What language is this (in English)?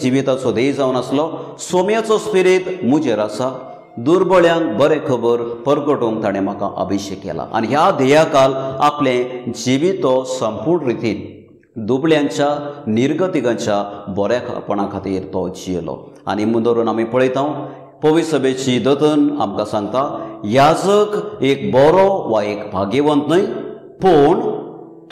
Konkani